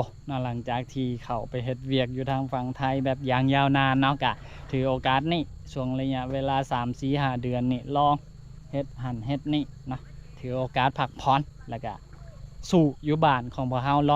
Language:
Lao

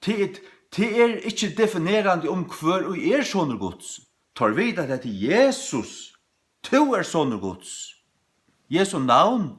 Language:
Faroese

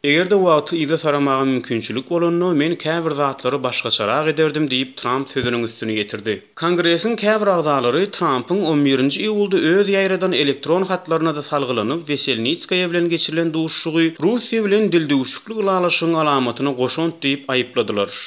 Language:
Turkmen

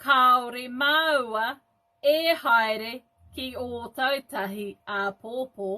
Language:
Māori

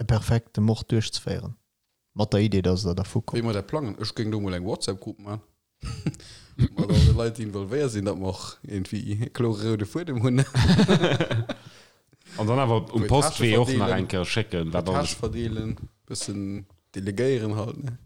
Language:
Luxembourgish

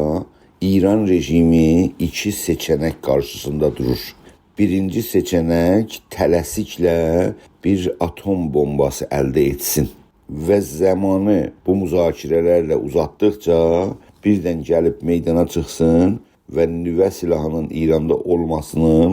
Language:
South Azerbaijani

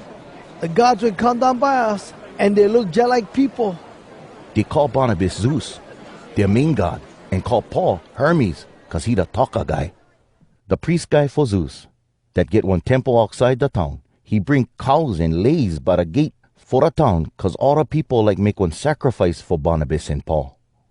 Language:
Hawai'i Creole English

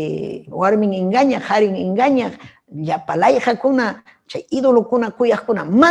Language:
Ayacucho Quechua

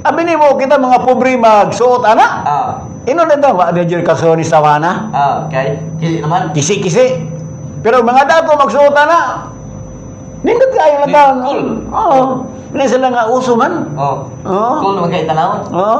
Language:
Cebuano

